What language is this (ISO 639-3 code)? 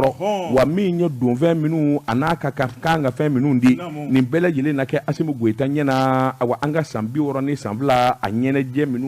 bam